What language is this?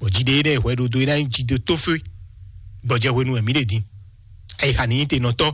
Fon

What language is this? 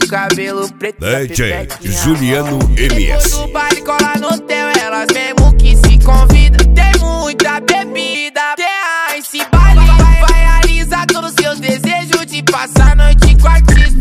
Portuguese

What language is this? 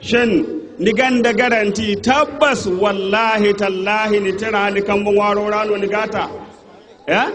Zarma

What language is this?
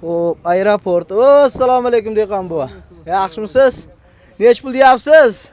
Uzbek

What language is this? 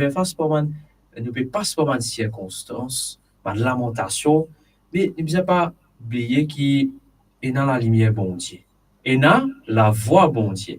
Morisyen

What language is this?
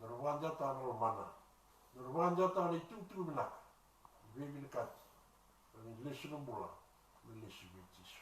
Fijian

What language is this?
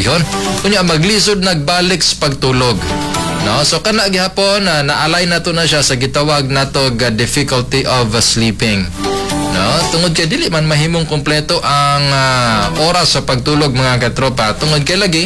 Cebuano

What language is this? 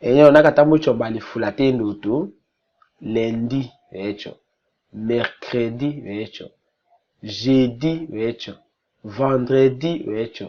Tetela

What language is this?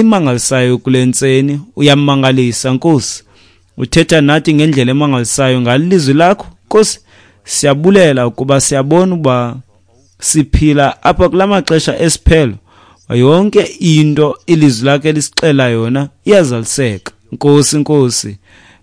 Xhosa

